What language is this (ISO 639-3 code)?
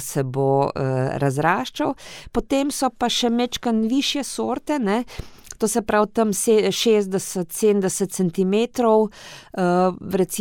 slv